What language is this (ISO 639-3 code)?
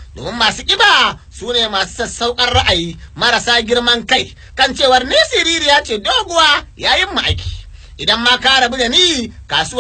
hau